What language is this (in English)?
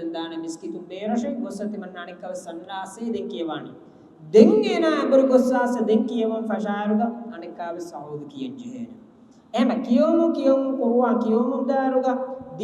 Divehi